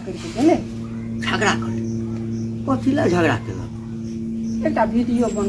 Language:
Maithili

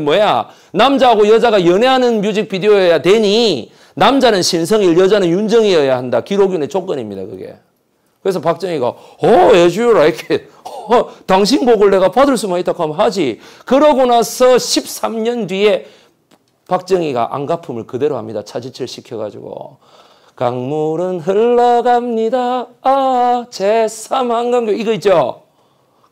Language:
Korean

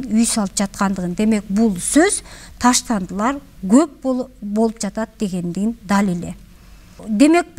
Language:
Kyrgyz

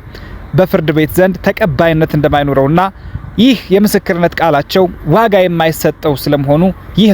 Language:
Amharic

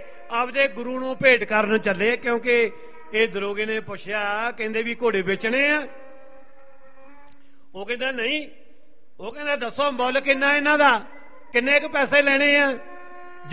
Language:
Punjabi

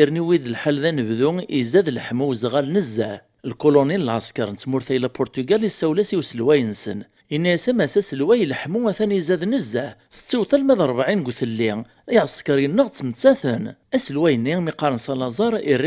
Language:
Kabyle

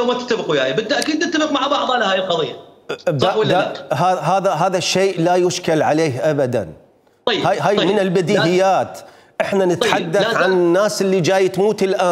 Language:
Mesopotamian Arabic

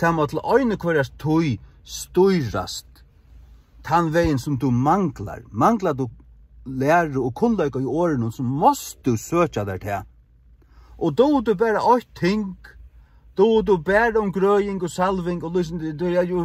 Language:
Faroese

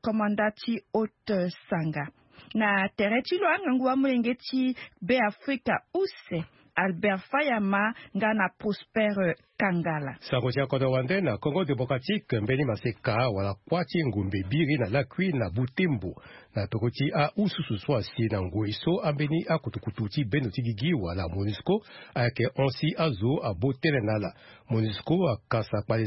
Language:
Sango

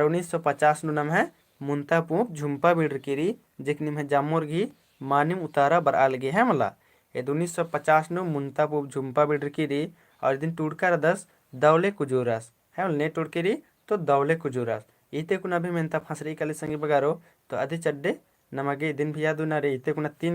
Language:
Kurukh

